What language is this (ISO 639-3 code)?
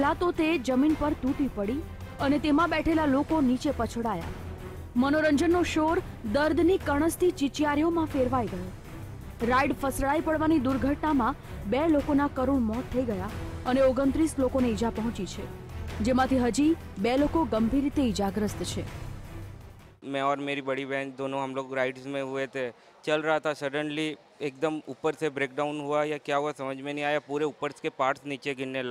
guj